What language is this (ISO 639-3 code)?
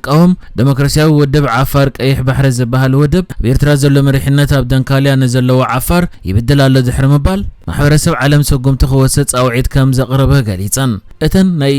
tir